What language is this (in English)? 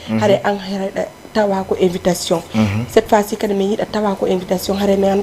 Fula